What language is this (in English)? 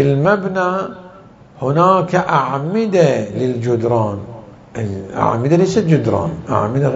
Mesopotamian Arabic